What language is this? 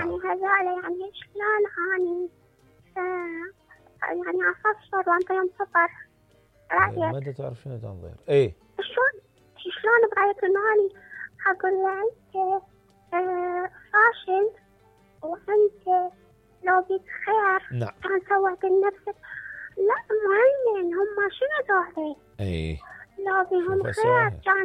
Mesopotamian Arabic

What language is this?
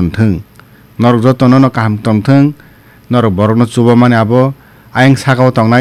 Kok Borok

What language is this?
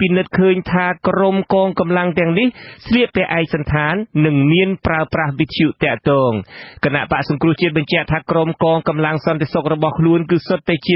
Khmer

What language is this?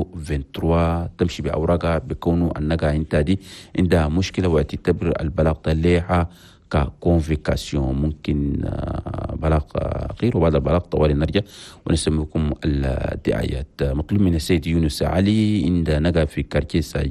Chadian Arabic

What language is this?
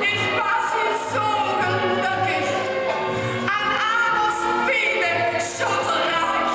Limburgish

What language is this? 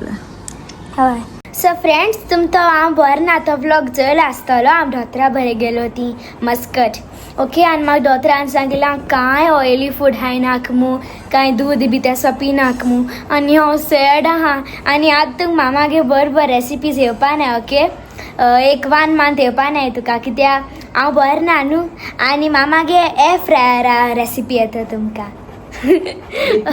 Konkani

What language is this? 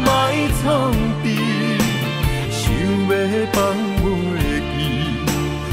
Min Nan Chinese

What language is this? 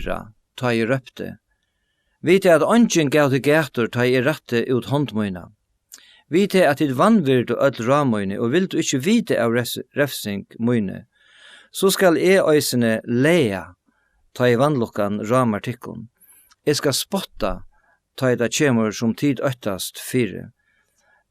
Faroese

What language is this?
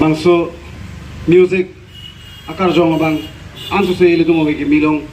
Karbi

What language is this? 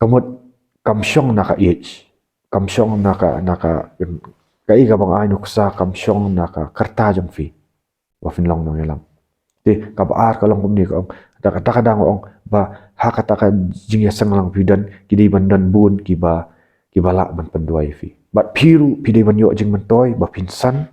Khasi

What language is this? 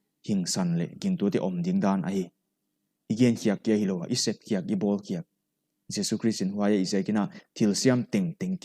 Paite Chin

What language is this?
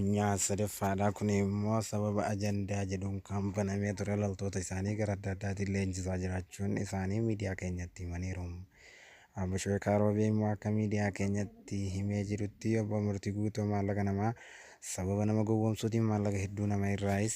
Oromo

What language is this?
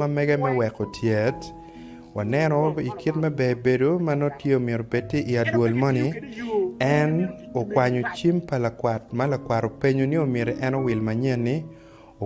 Acoli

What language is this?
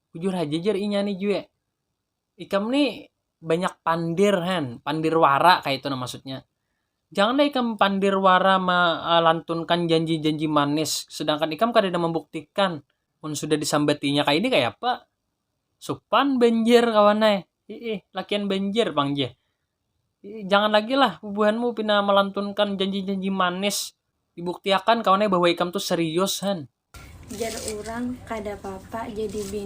Banjar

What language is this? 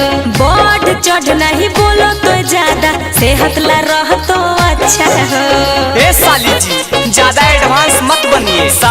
Magahi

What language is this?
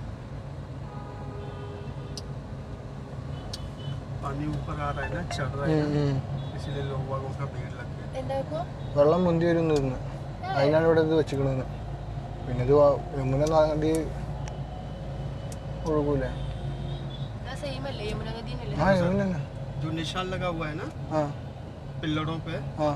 Malayalam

